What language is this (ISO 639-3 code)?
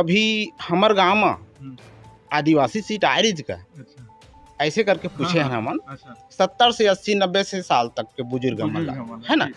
hne